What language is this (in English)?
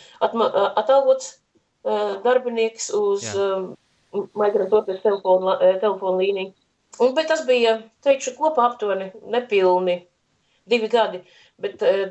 Latvian